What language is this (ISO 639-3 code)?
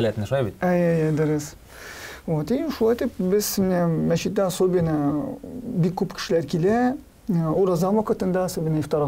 tat